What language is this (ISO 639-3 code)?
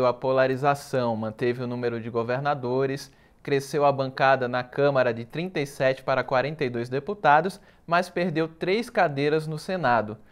por